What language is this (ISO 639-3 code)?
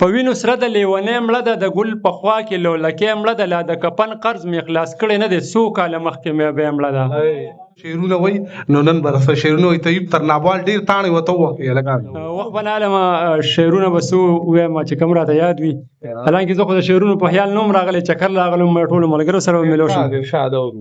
pus